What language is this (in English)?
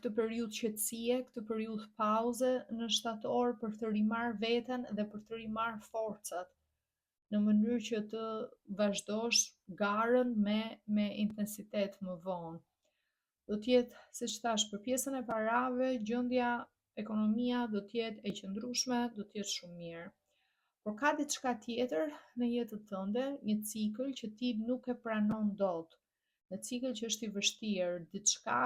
Albanian